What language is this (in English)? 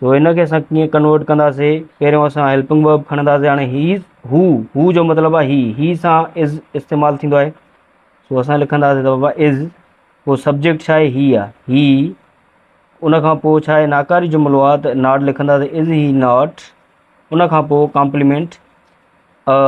Sindhi